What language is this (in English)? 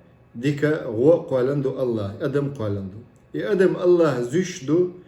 Chechen